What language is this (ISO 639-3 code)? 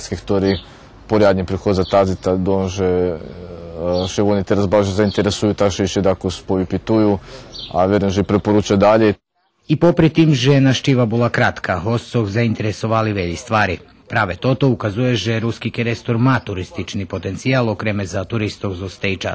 rue